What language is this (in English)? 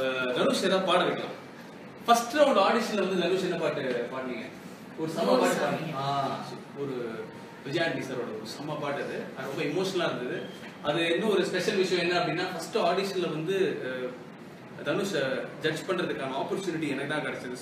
Tamil